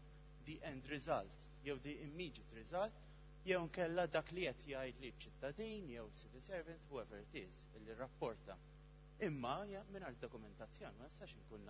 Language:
Maltese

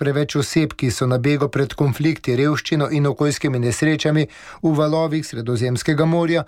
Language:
Slovenian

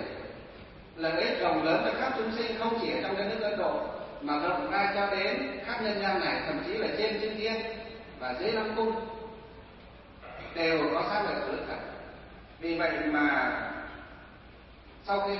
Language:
Vietnamese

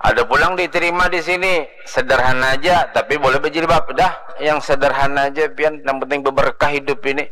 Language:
Banjar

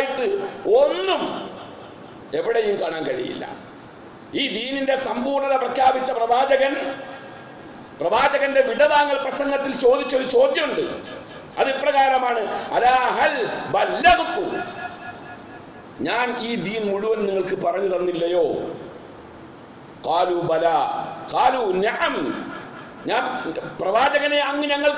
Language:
Malayalam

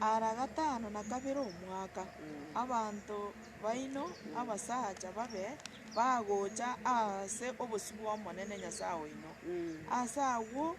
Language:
Gusii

